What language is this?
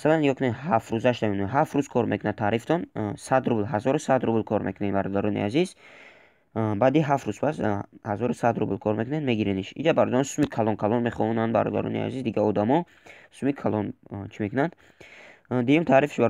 Tajik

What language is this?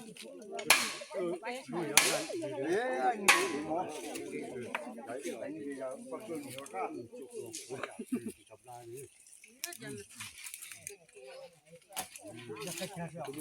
S'gaw Karen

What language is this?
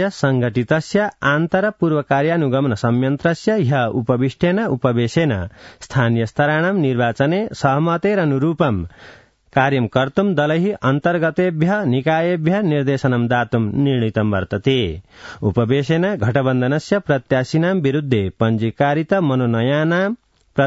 Sanskrit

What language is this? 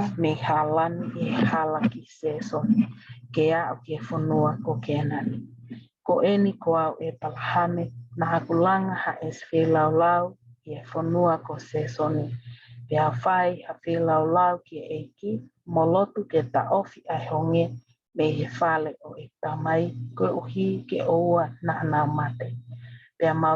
Tongan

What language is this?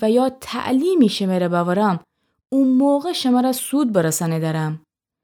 Gilaki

